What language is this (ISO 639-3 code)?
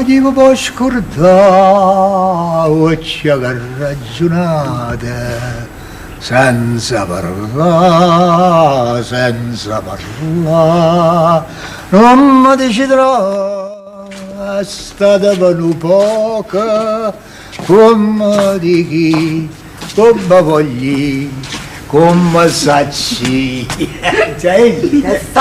nap